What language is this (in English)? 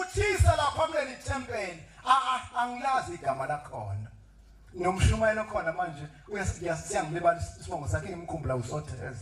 Zulu